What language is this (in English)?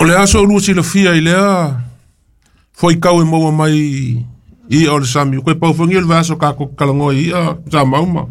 Samoan